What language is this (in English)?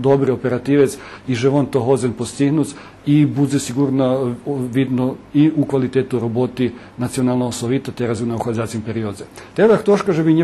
Rusyn